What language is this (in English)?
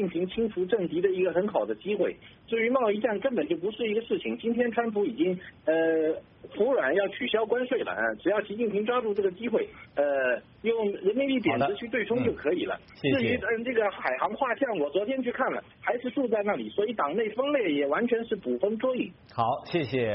Chinese